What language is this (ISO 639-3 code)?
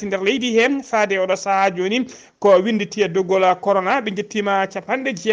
ful